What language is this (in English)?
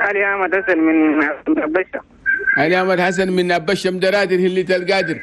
Chadian Arabic